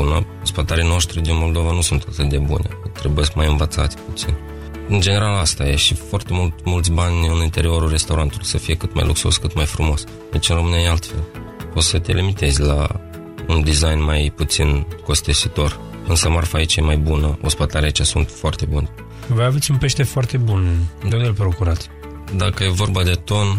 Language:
Romanian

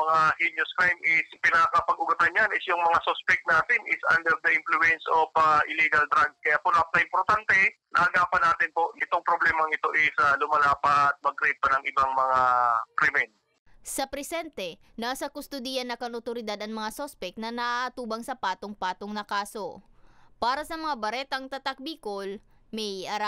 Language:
Bikol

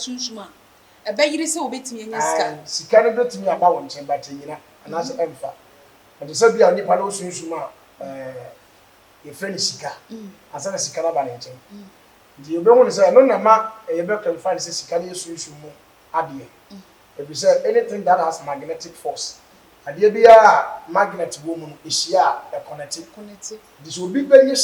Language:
Akan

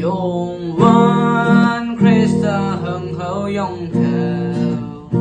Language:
Naga Pidgin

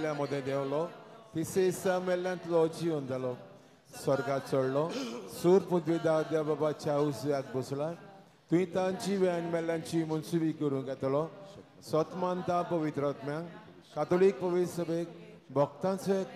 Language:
Konkani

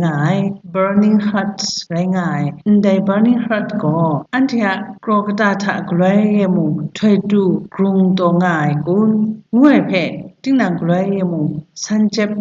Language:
Kachin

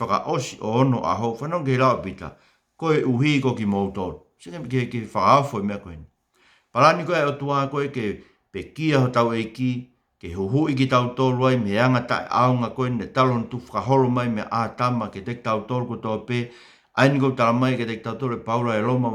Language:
Tongan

